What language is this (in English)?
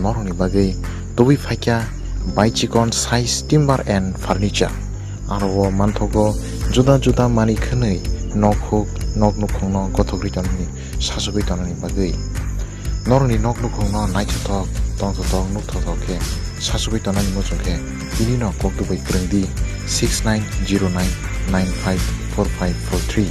Kok Borok